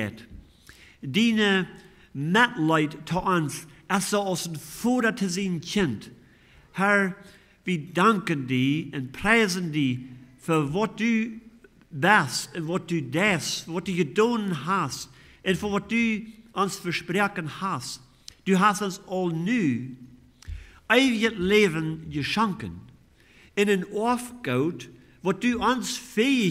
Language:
Plautdietsch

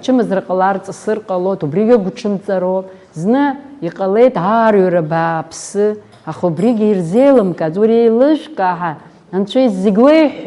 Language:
Abkhazian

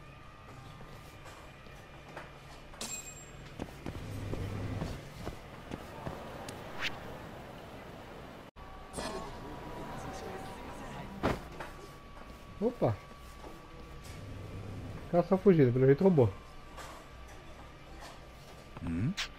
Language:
Portuguese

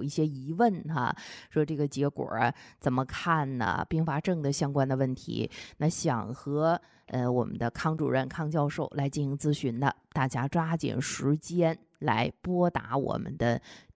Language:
Chinese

